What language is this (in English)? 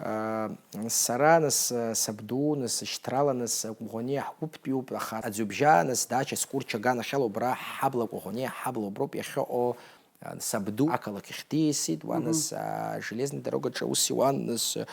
Abkhazian